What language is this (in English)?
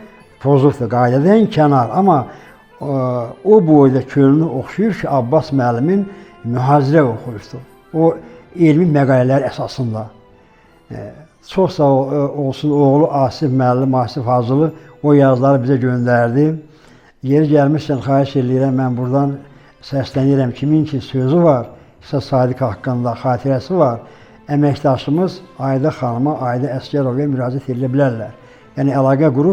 Azerbaijani